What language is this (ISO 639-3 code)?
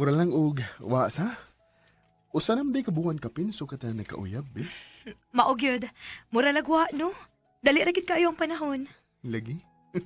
ceb